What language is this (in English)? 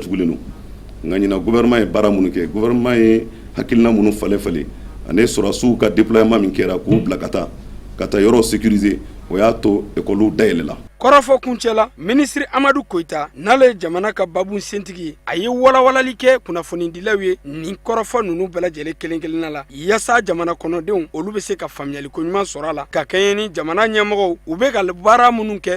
Bambara